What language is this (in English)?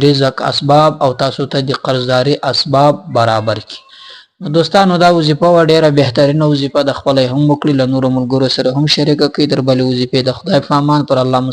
Pashto